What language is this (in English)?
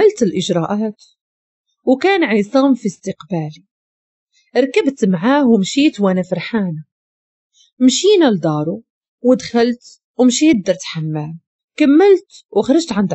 Moroccan Arabic